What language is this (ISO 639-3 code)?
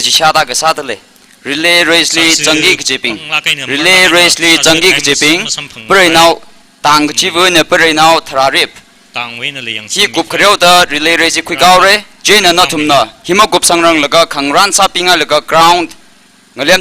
nmf